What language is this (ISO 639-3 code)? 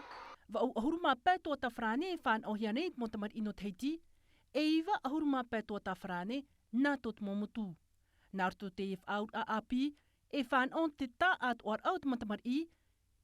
tah